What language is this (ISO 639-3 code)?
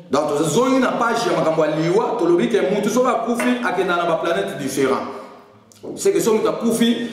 lin